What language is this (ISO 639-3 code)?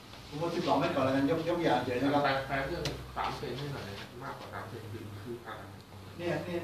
tha